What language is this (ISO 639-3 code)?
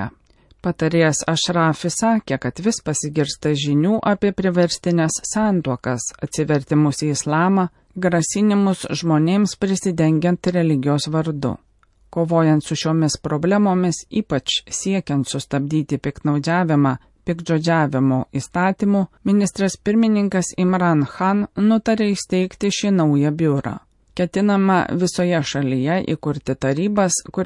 lit